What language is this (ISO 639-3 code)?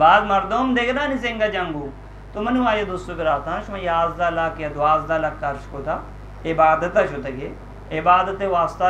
bgp